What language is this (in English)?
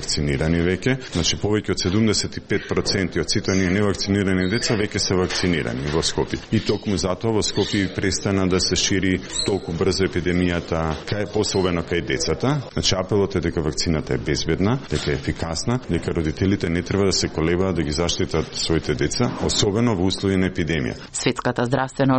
Macedonian